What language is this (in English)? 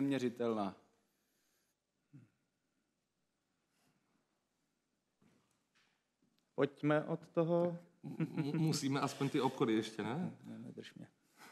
Czech